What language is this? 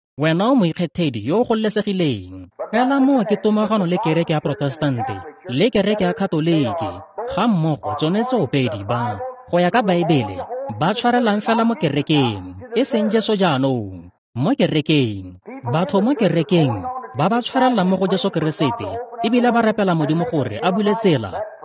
Tswana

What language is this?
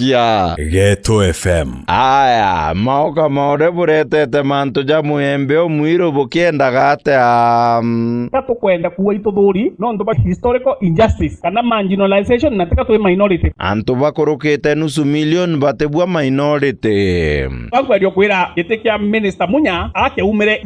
Meru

